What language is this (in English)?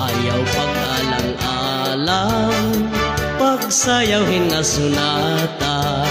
Waray